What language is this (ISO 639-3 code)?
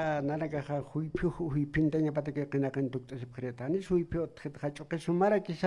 aym